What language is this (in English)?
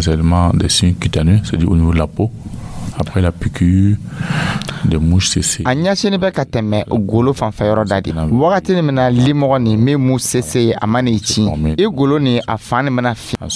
Dyula